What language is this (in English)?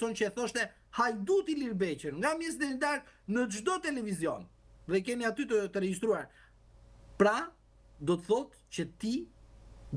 Albanian